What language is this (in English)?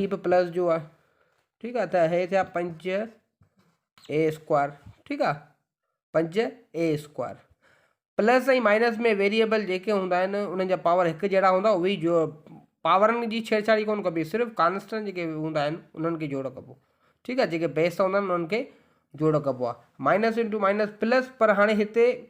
Sindhi